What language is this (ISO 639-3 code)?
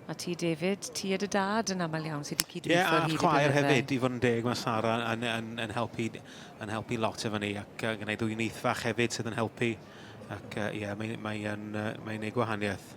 cym